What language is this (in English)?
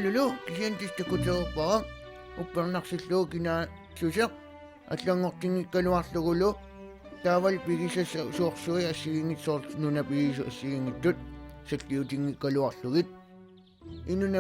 Kalaallisut